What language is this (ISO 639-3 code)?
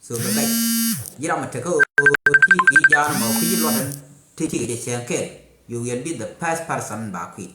nus